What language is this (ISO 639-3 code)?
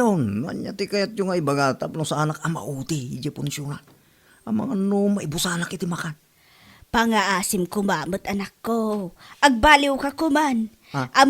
ilo